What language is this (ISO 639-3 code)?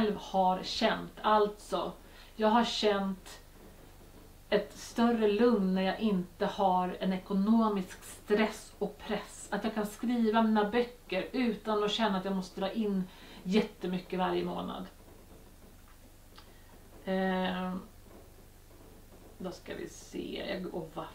swe